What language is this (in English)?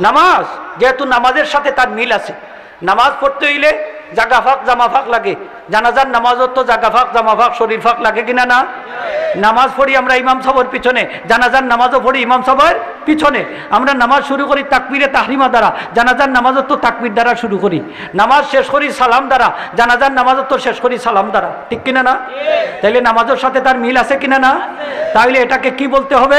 Sylheti